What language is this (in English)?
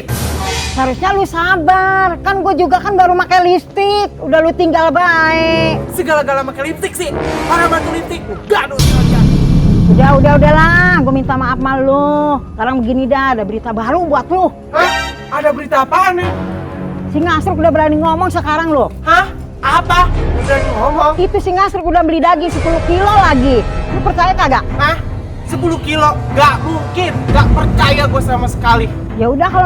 Betawi